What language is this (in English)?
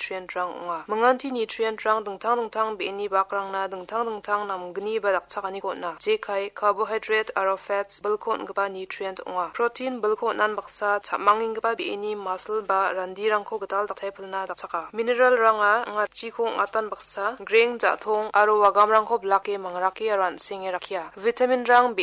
Garo